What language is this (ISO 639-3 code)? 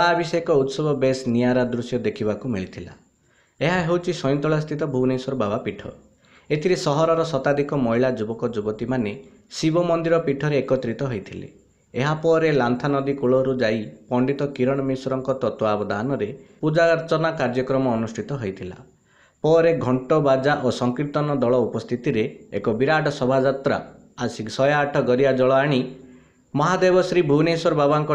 ori